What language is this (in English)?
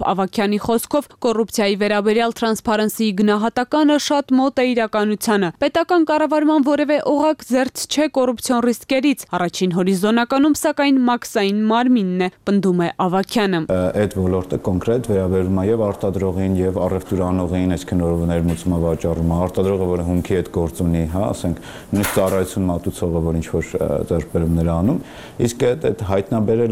Armenian